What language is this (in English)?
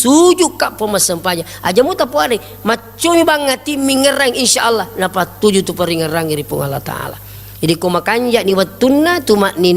Buginese